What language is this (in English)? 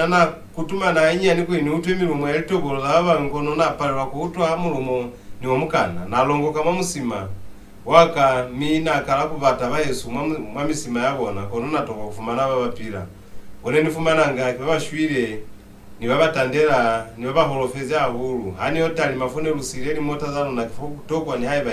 Lozi